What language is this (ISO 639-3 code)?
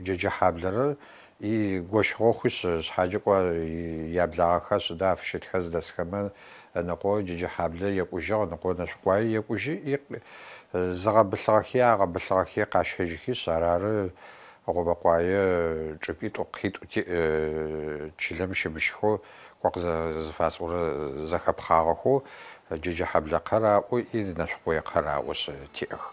ady